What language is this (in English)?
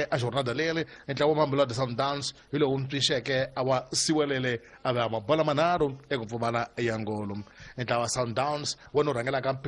Tsonga